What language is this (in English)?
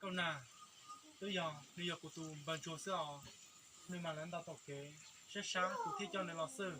Hmong